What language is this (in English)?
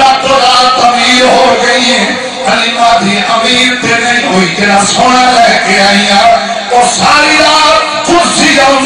Saraiki